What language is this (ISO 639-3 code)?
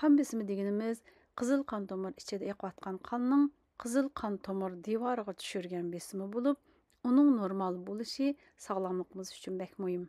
uig